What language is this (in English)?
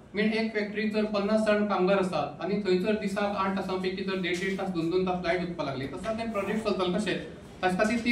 Konkani